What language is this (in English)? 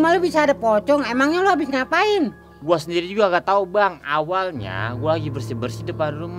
Betawi